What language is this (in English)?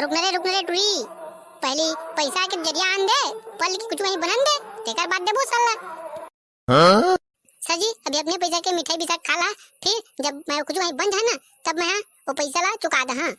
Chhattisgarhi